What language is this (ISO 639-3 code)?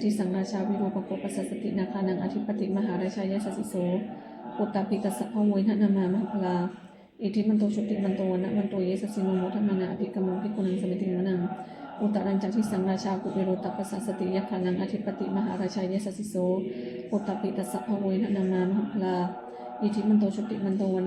pli